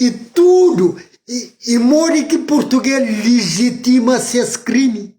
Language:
Kabuverdianu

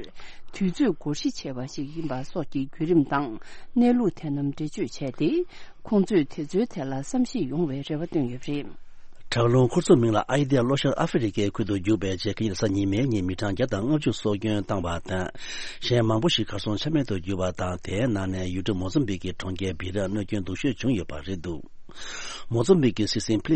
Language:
Tibetan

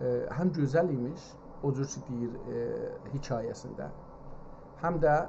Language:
South Azerbaijani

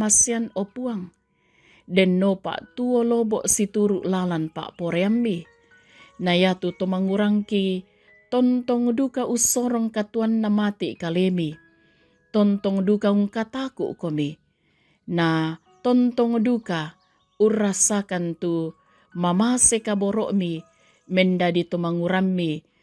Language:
Toraja-Sa'dan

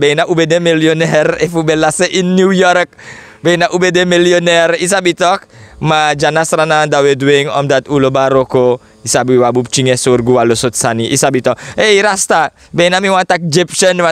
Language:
Sranan Tongo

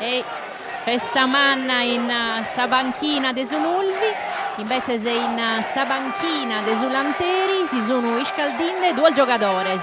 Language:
Sardinian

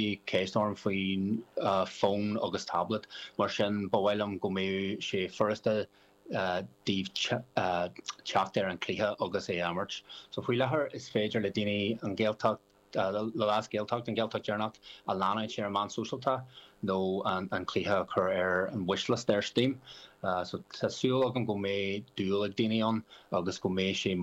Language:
Irish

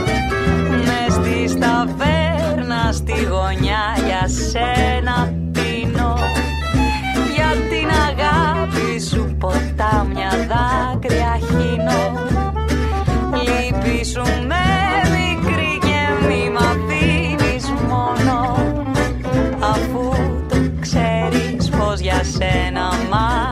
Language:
Greek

